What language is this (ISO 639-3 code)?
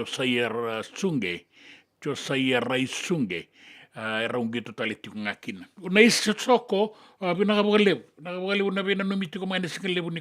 fij